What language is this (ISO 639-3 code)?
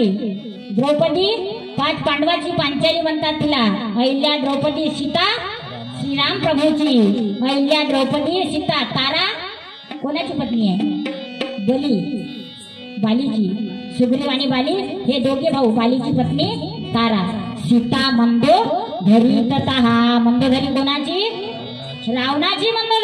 mar